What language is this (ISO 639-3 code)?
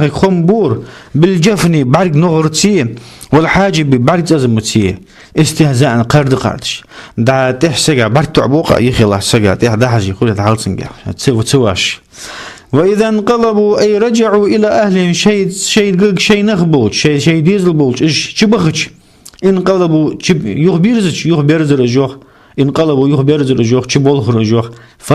inh